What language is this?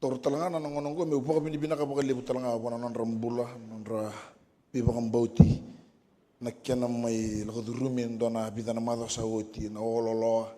Fijian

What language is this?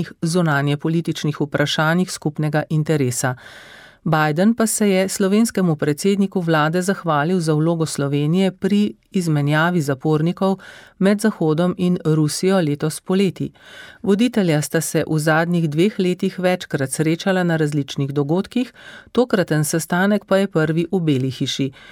Slovenian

